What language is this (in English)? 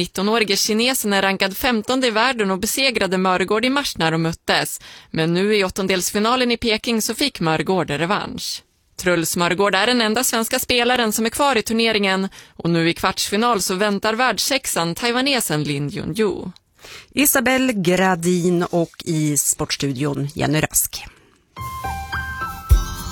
Swedish